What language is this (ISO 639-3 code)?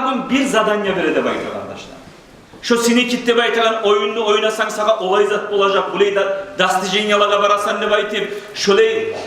kum